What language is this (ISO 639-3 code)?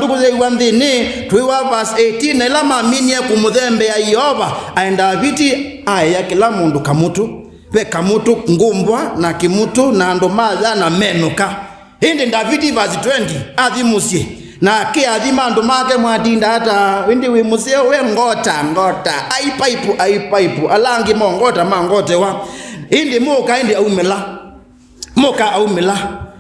kam